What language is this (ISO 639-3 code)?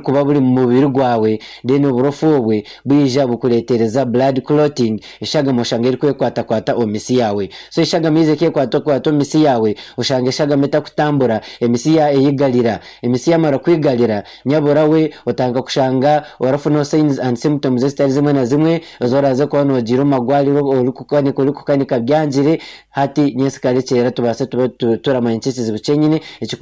nyn